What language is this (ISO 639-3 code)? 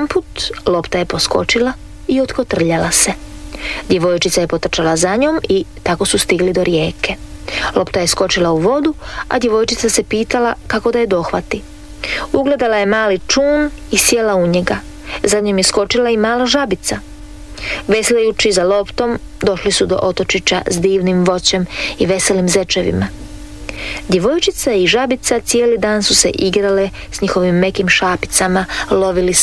hrv